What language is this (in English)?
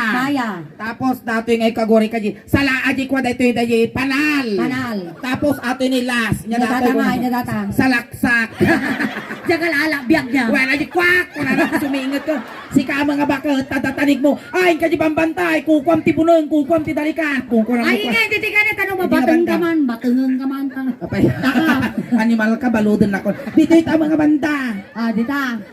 Iloko